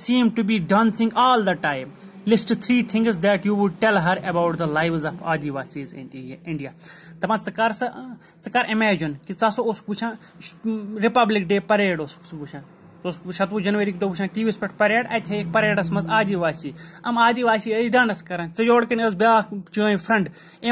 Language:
Kashmiri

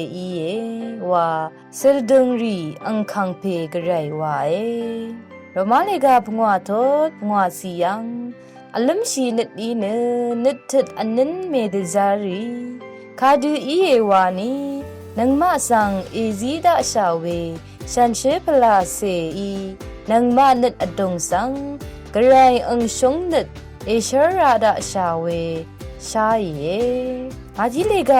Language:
Rawang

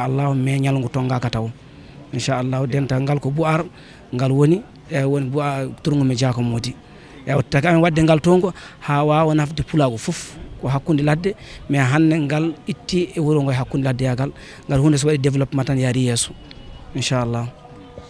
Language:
Fula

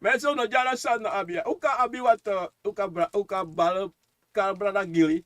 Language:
Sranan Tongo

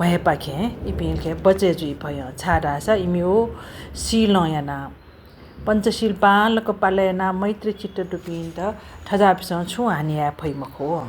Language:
Newari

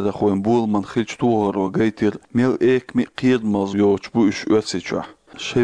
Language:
Chechen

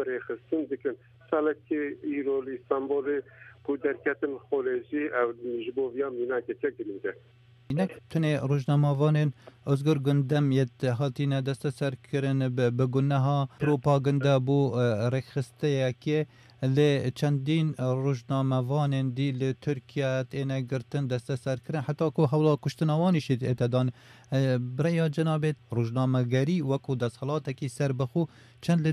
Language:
Kurdish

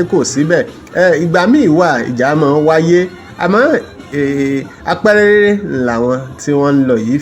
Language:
Yoruba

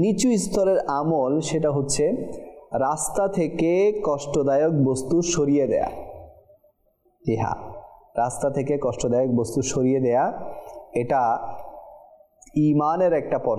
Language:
Bangla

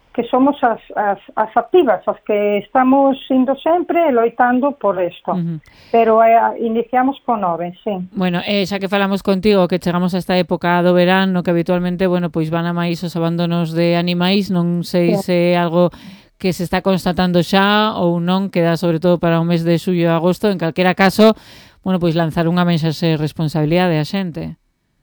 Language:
Galician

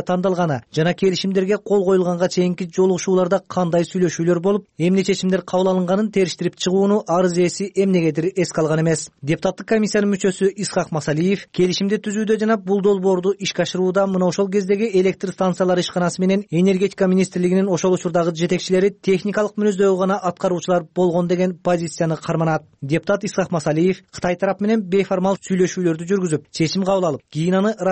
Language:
Kyrgyz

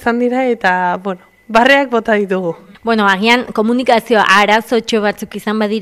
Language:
Basque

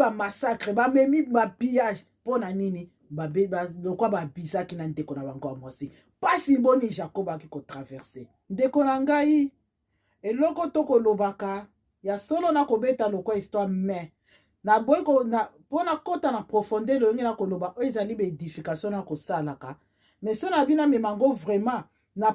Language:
Lingala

